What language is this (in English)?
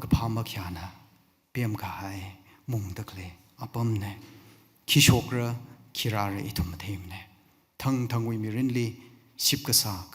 Tangkhul Naga (India)